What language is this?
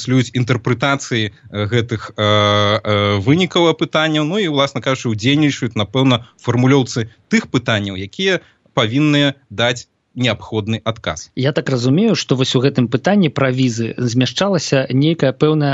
Belarusian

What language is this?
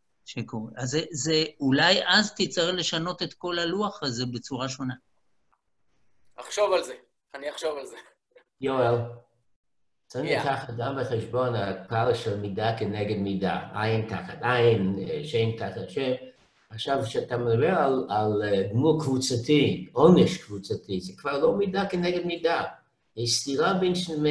Hebrew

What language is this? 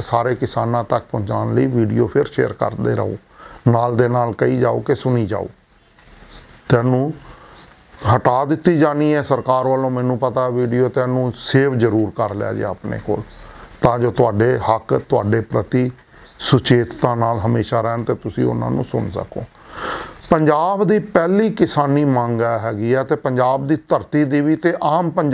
Punjabi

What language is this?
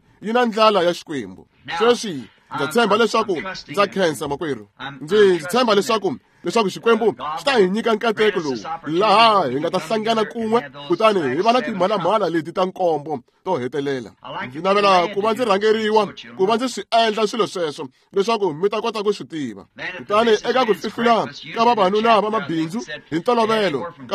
Tsonga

